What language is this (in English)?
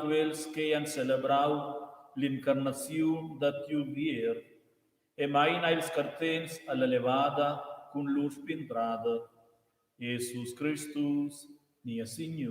Romansh